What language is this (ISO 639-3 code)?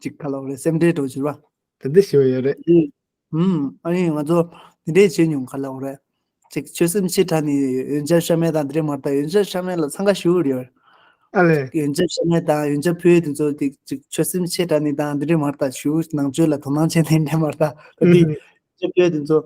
bod